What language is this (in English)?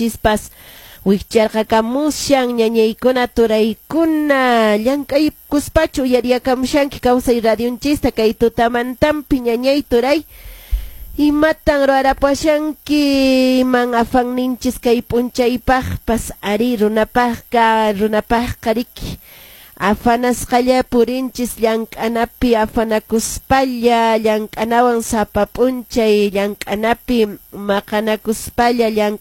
Quechua